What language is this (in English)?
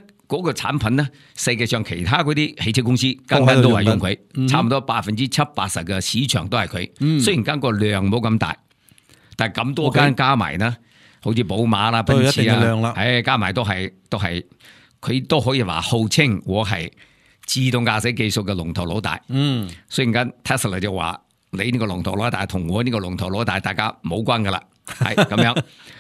Cantonese